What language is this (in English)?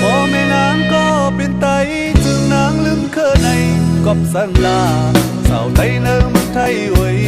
Shan